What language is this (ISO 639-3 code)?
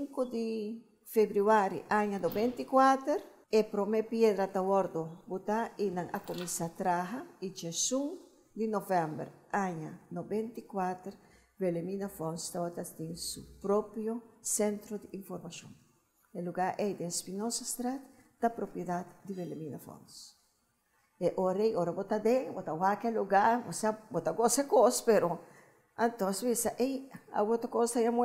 pap